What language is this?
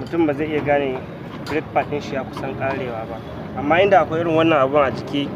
Hausa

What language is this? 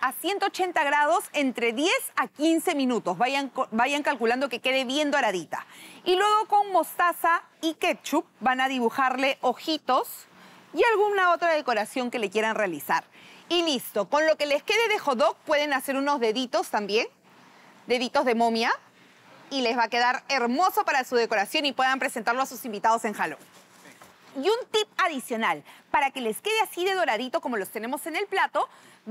Spanish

